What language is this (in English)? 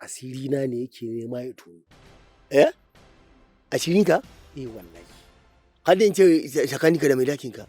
Hausa